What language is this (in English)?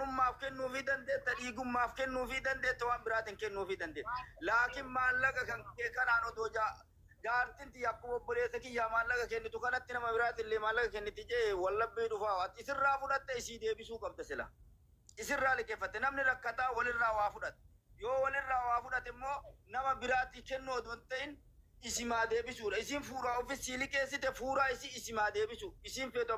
Oromo